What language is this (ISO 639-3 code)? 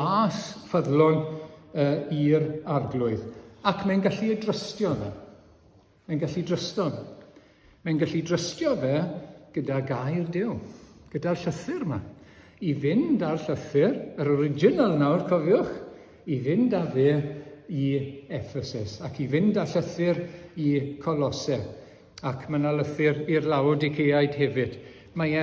cym